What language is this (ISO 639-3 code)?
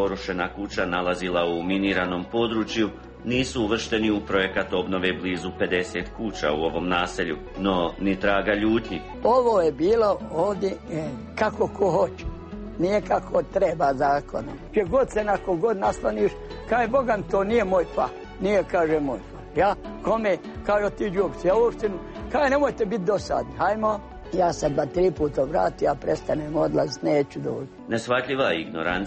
hrv